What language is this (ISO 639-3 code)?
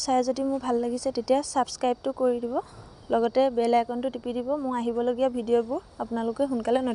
asm